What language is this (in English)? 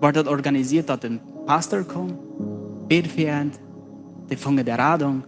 Plautdietsch